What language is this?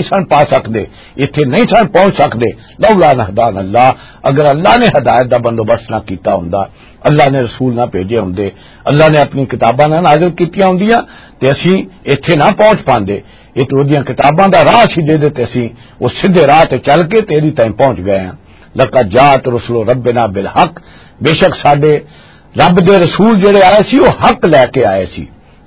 Western Panjabi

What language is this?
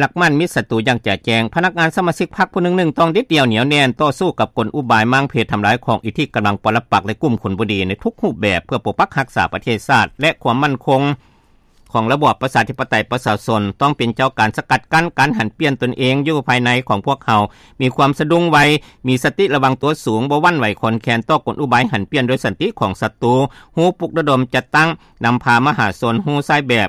Lao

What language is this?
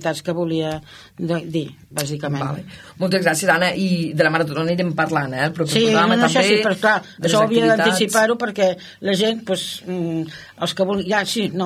Catalan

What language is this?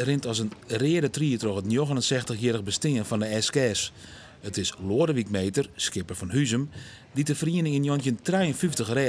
Western Frisian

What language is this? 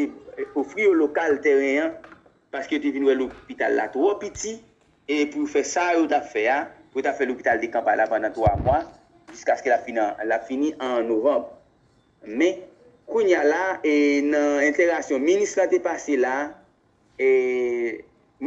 Haitian Creole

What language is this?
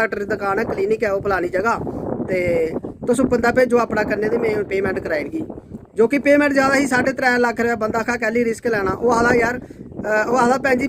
Dogri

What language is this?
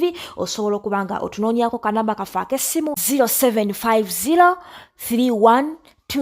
Ganda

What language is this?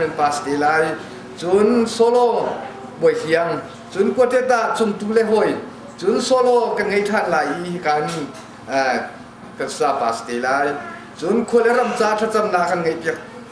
Hakha Chin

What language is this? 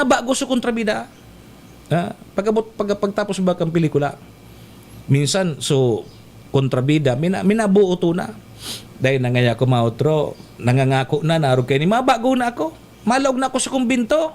Bikol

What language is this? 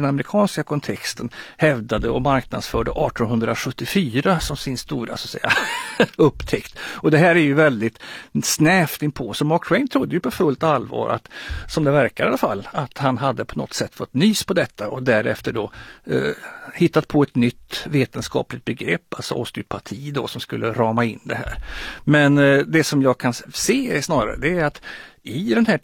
Swedish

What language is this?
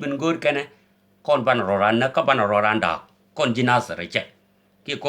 Nuer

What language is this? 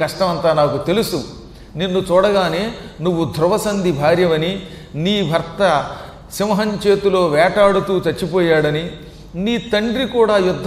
Telugu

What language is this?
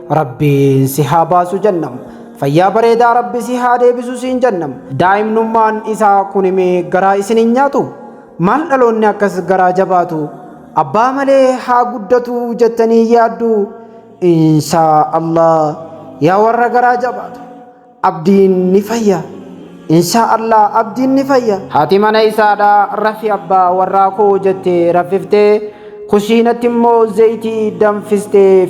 Oromo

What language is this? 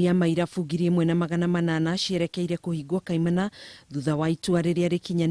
Kikuyu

